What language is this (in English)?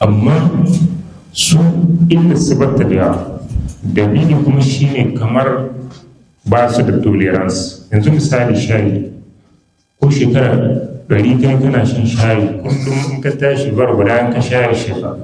Hausa